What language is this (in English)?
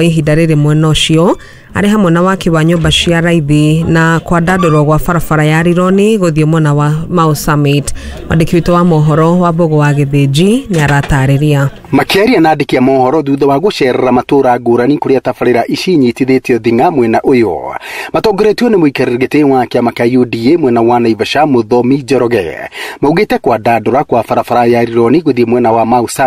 Kikuyu